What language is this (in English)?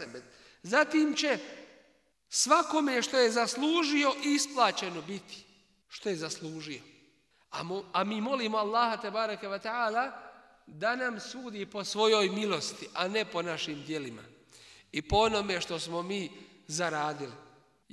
Bosnian